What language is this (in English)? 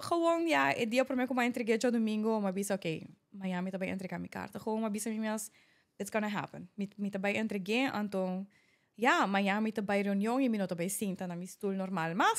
Papiamento